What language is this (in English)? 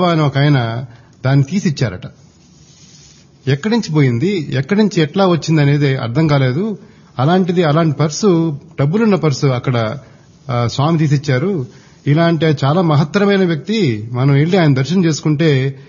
Telugu